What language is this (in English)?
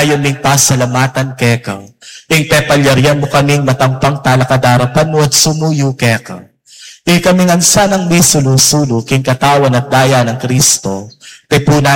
Pampanga